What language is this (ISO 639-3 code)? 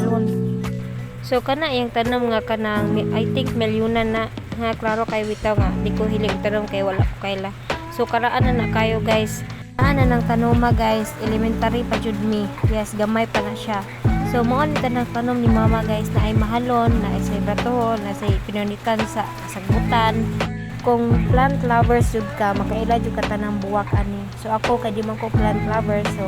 ceb